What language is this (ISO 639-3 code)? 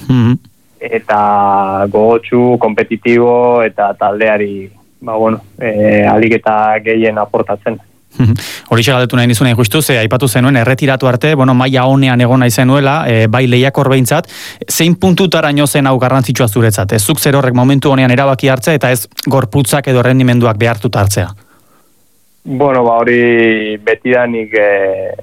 eus